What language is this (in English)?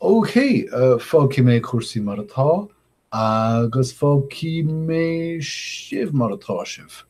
Irish